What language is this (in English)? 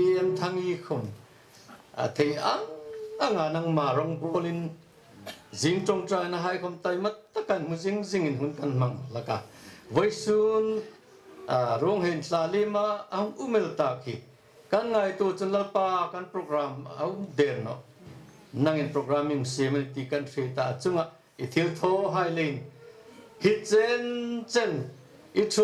Hmar